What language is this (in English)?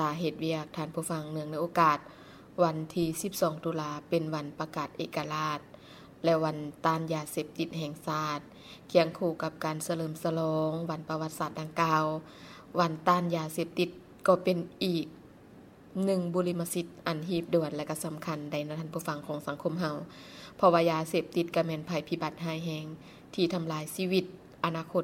Lao